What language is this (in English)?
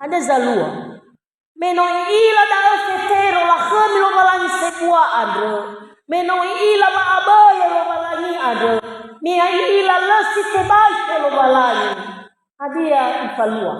Nias